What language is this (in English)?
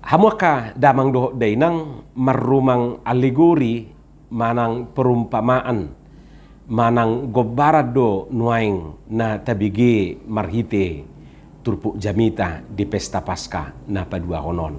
Batak Toba